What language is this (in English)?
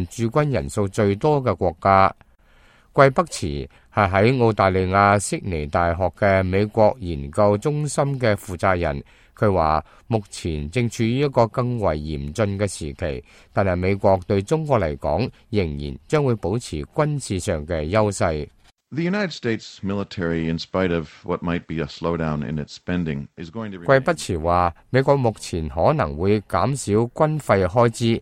Cantonese